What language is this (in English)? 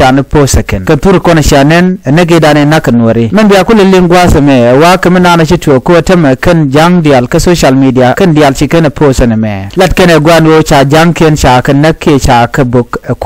Nuer